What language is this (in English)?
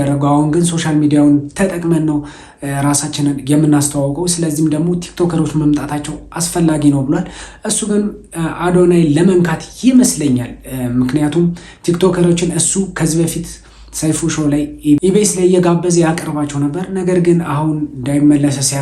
Amharic